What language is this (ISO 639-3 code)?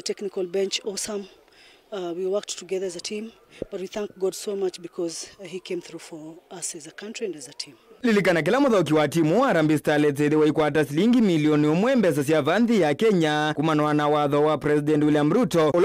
kam